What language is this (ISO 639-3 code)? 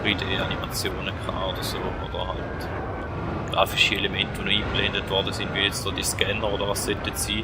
gsw